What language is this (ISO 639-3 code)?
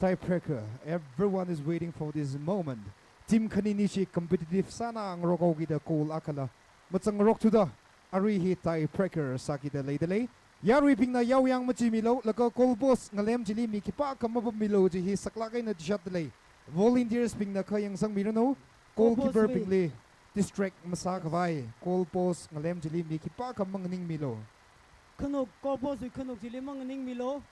nmf